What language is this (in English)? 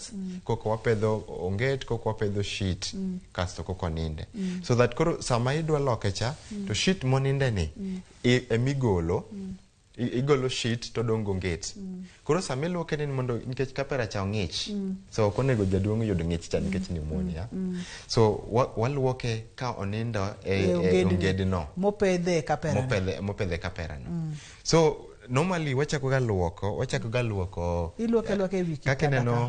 Luo (Kenya and Tanzania)